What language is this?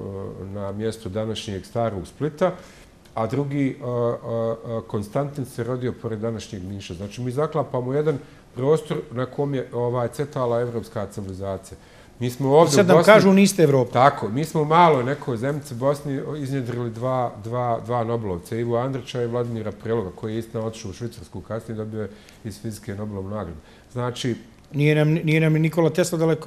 Bosnian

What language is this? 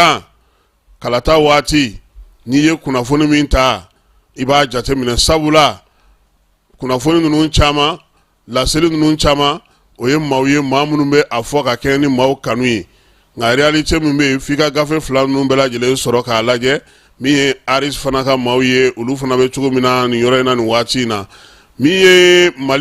Bambara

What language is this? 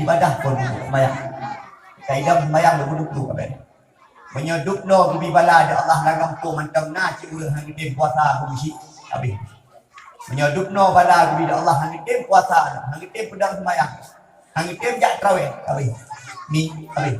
Achinese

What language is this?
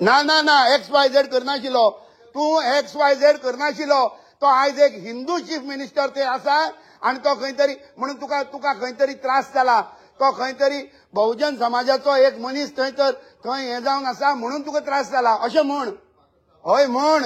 Konkani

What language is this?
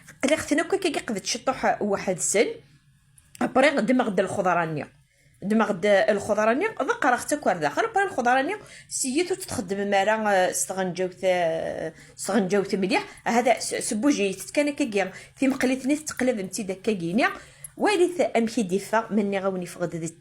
Kabyle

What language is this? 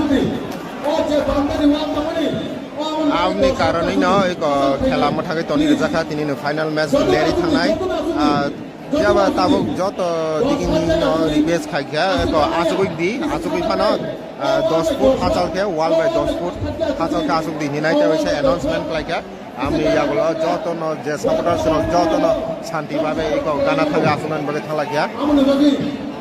Kok Borok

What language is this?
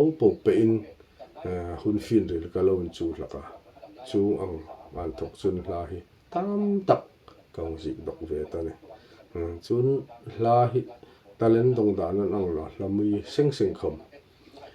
Hmar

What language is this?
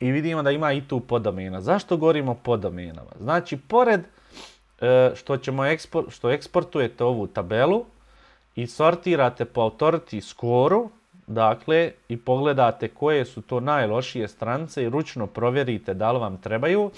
Bosnian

